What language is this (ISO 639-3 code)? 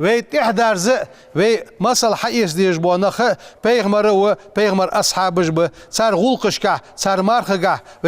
inh